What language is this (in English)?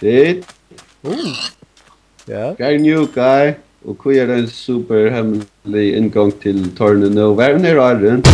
Faroese